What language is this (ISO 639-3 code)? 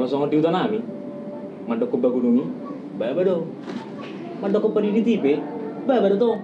bbc